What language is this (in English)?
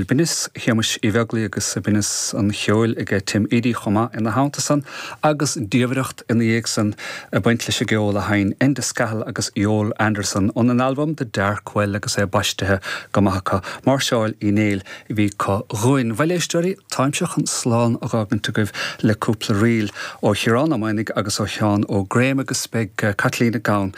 Irish